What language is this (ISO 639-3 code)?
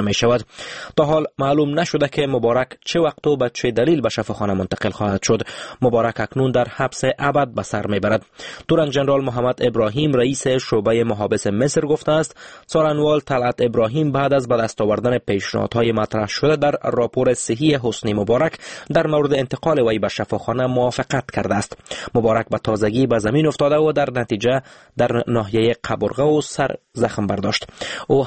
fas